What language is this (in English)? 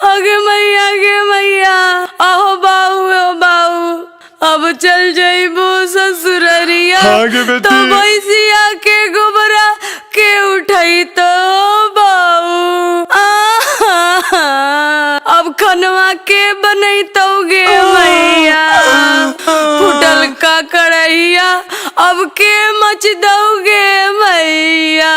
Magahi